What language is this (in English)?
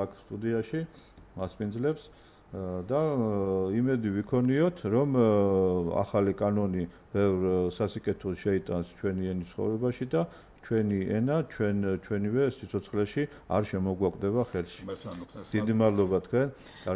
Georgian